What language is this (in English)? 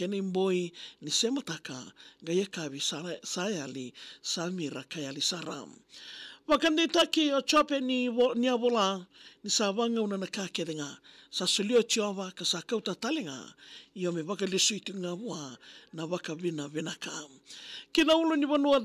Fijian